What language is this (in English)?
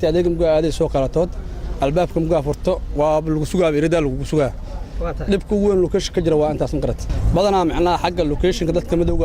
Somali